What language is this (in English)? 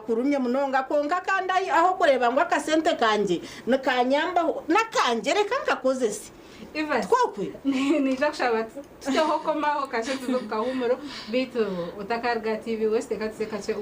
Nyankole